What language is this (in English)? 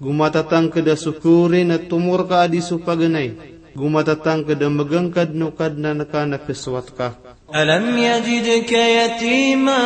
Maranao